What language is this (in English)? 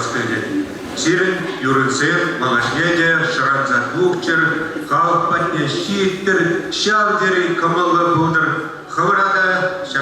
Chuvash